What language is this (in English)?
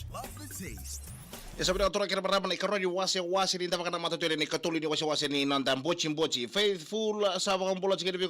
Fijian